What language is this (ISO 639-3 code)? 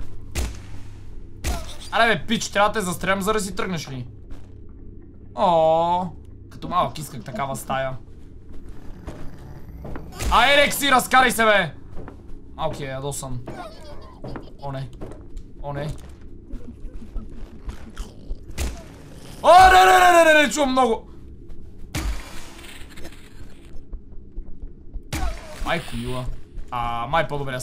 bul